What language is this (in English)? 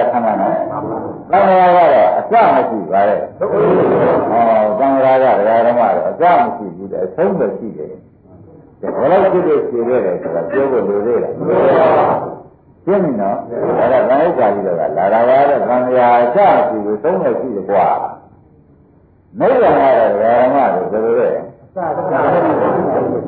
Burmese